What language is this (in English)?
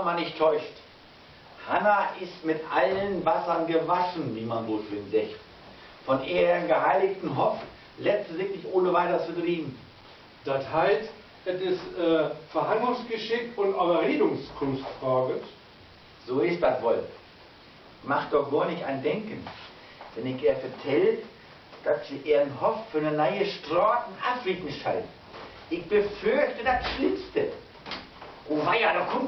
Low German